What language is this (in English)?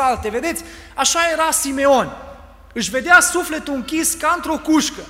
Romanian